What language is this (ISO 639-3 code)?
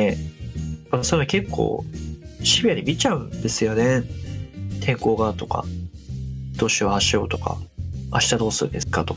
jpn